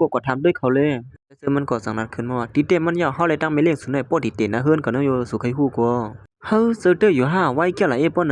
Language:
Shan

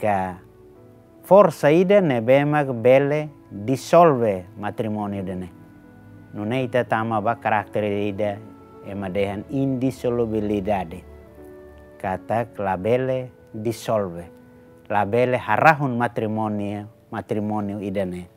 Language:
Tetum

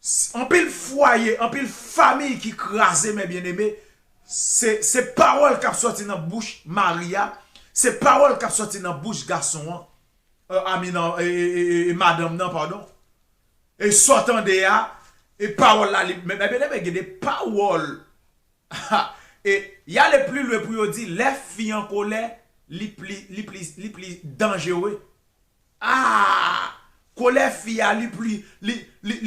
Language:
Haitian Creole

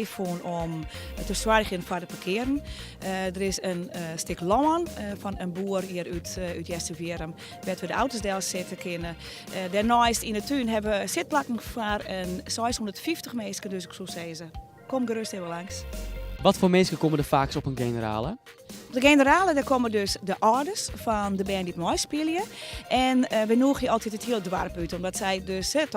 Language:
Western Frisian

